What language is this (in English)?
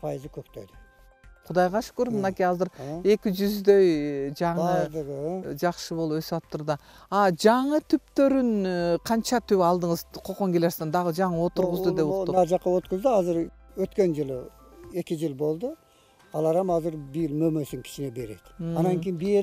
Kyrgyz